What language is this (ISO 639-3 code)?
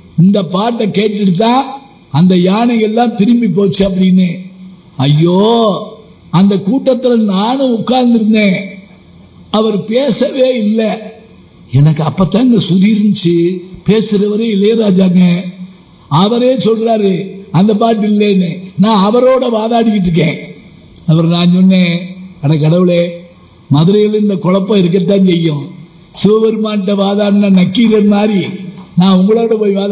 tam